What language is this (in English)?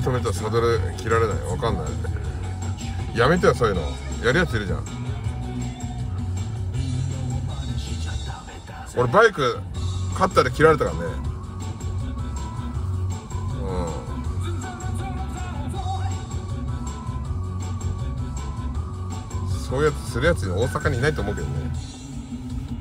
Japanese